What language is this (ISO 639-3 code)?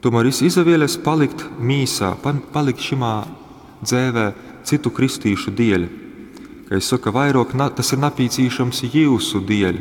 ltg